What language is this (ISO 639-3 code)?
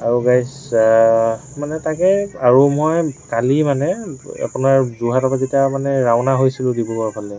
asm